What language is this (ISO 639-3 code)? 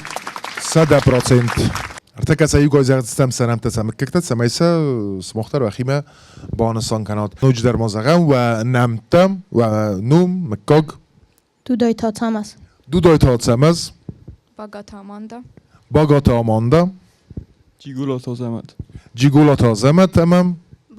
oss